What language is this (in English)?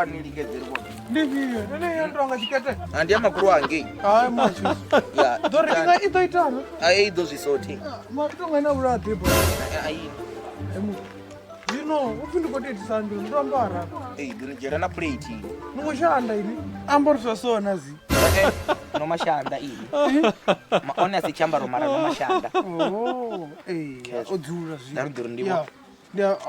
Venda